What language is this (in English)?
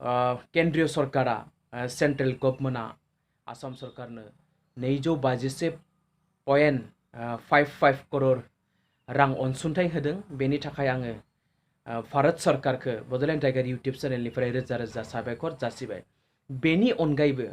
Bodo